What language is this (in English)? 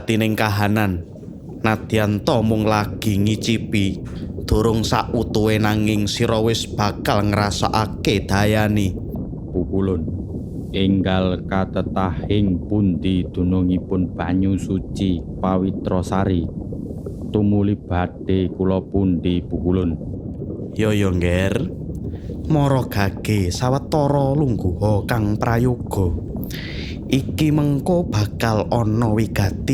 Javanese